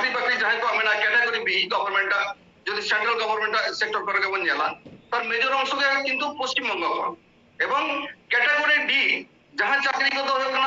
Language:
Santali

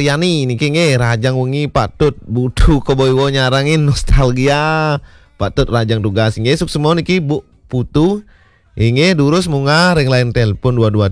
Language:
Balinese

